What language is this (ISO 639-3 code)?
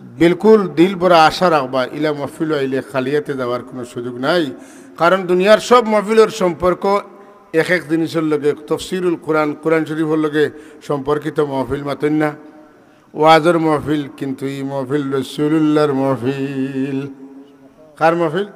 syl